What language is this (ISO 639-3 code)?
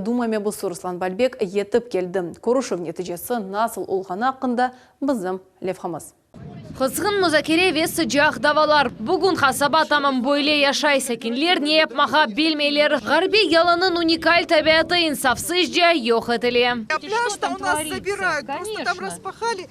crh